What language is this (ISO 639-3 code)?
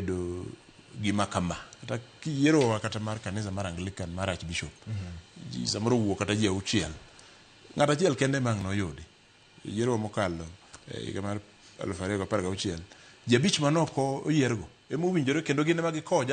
luo